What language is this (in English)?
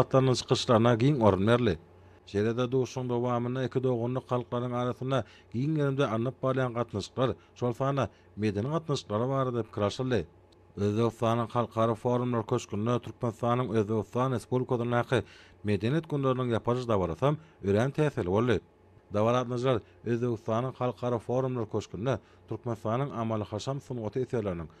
Turkmen